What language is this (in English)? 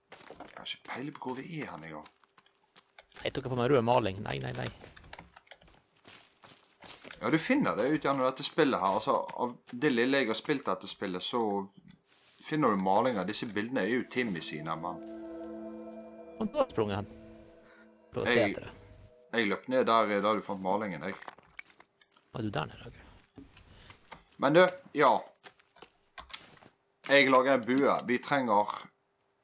Norwegian